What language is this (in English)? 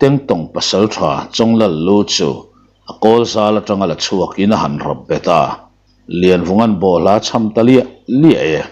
Mizo